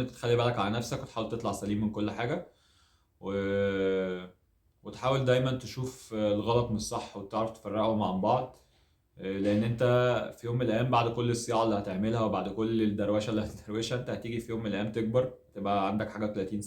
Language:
Egyptian Arabic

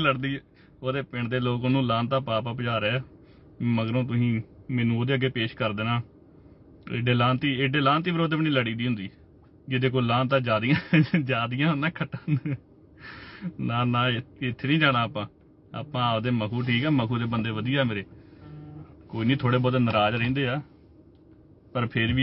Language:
Punjabi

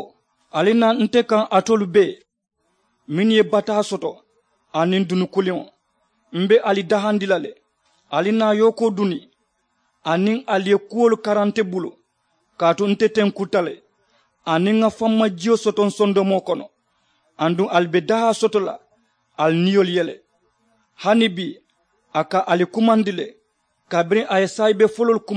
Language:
Mandingo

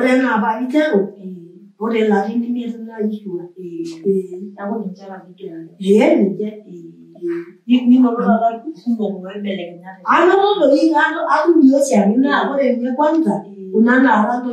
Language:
Masai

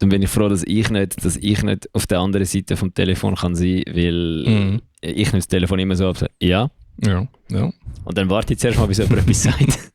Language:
Swiss German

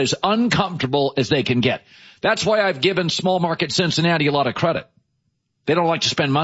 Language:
English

